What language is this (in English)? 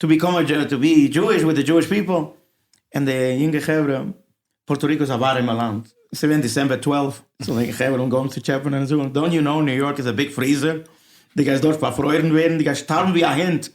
Yiddish